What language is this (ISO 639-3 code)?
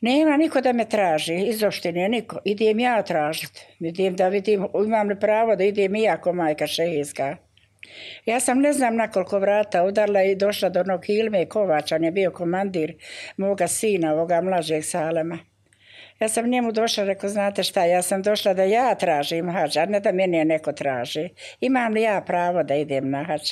bos